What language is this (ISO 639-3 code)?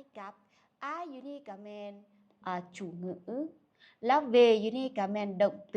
lao